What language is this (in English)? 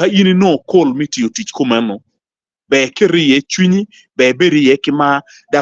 Acoli